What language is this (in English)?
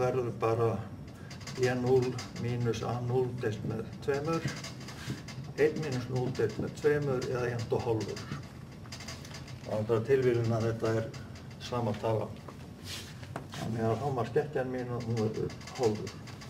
Icelandic